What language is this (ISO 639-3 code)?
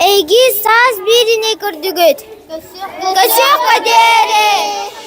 sah